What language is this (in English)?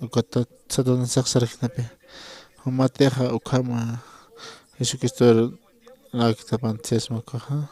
Aymara